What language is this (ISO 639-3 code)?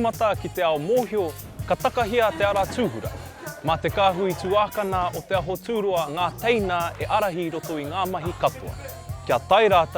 mri